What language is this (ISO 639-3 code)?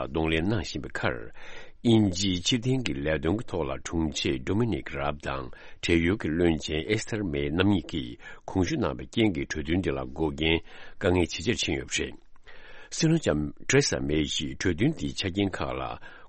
bod